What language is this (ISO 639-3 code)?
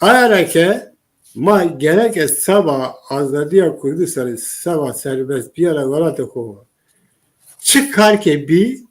zza